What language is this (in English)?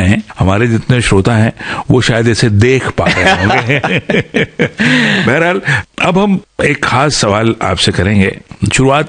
Hindi